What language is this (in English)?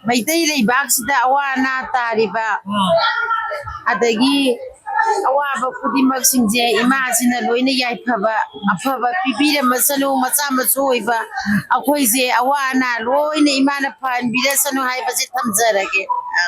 Manipuri